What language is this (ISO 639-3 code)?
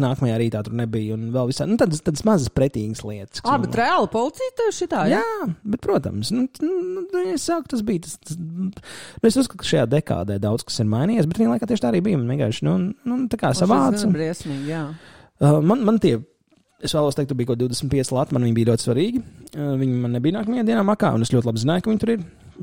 lav